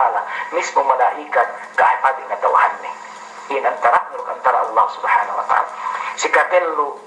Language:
Yakan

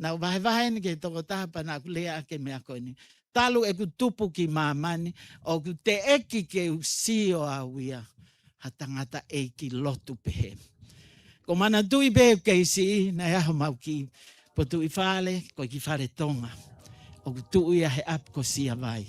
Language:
Tongan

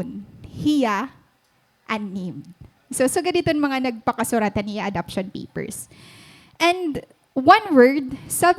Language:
Waray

